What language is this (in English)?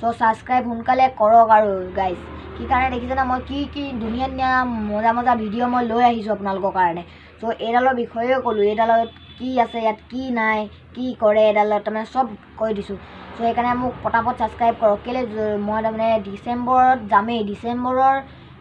Assamese